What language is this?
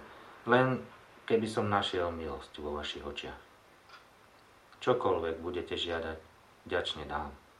Slovak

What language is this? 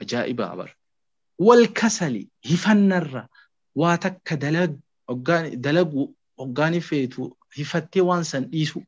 Oromo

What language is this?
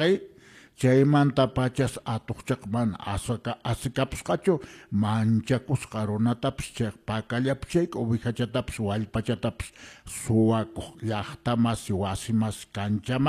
Quechua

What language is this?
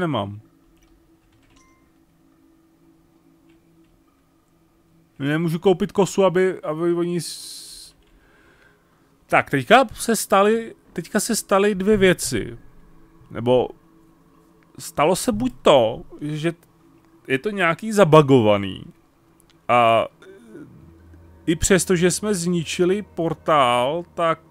Czech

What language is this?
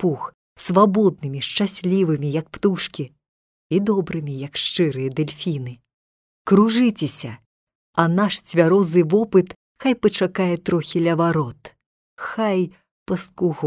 Belarusian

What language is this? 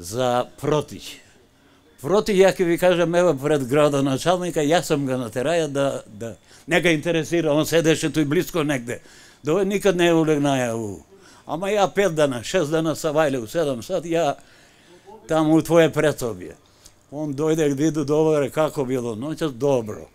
Macedonian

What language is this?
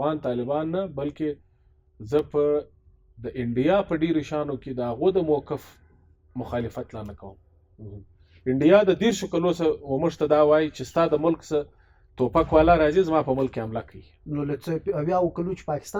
Pashto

